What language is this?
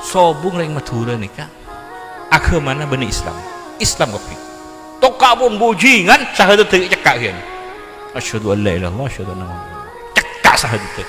Madurese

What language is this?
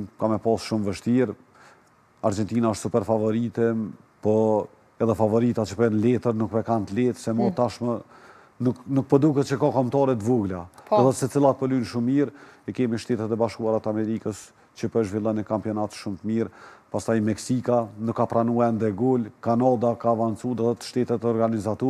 Albanian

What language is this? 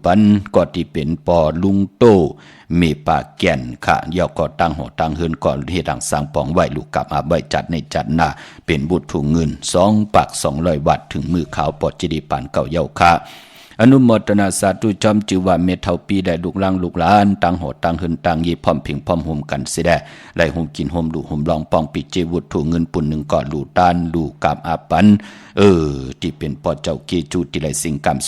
Shan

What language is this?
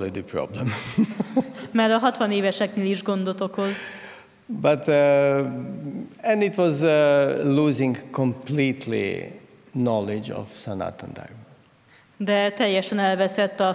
Hungarian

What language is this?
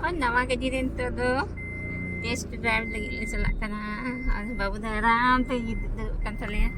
Santali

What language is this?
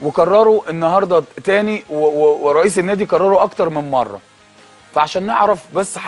Egyptian Arabic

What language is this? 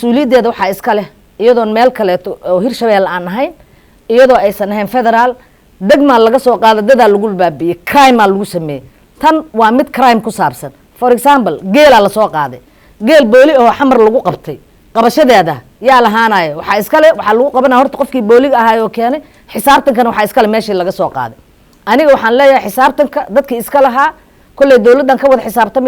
Somali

